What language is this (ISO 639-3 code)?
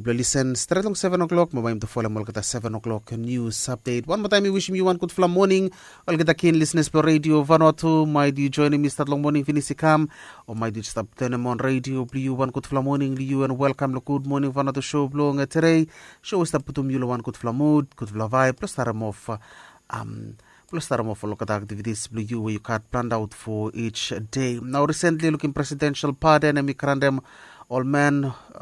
bis